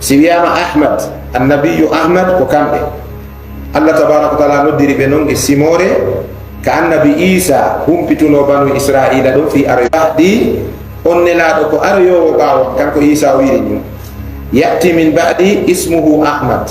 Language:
Fula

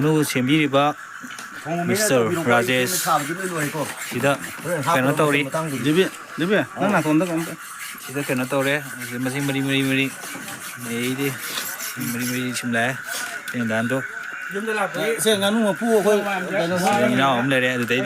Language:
Manipuri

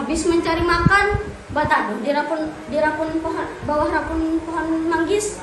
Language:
Banjar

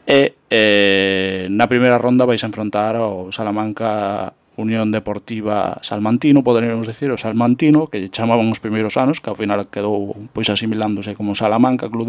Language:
Galician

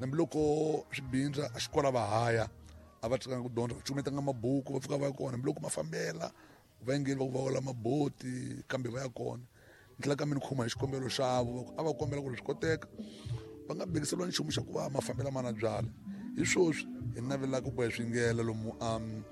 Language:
Tsonga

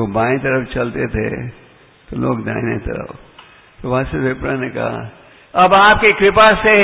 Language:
Hindi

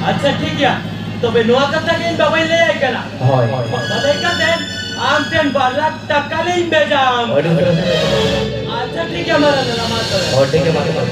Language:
Santali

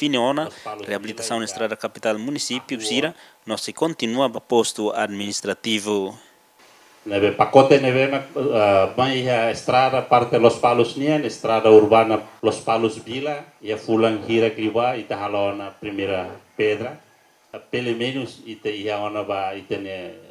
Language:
Tetum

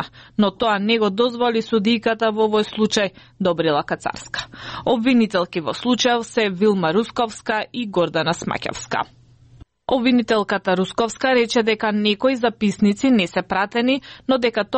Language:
Macedonian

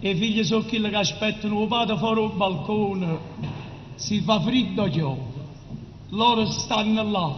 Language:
Neapolitan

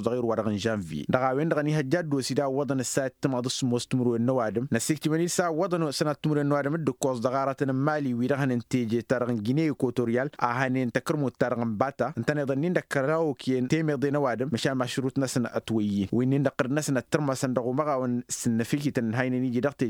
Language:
Tamasheq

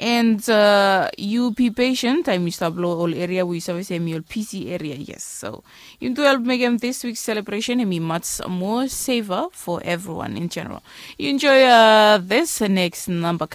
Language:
Bislama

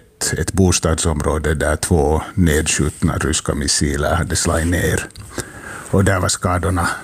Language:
Swedish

